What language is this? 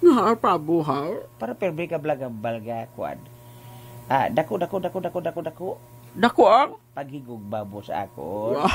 Hiligaynon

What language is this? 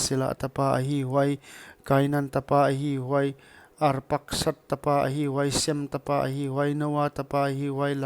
Paite Chin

